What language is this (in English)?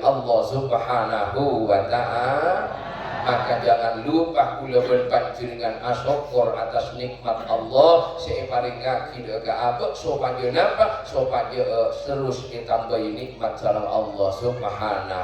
Madurese